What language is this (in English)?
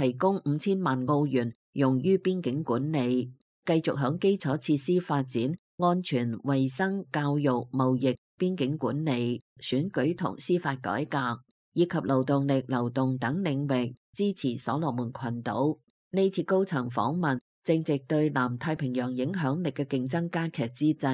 Cantonese